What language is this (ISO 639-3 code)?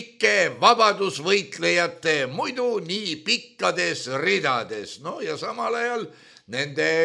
est